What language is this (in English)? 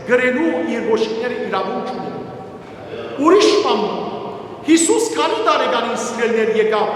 Western Armenian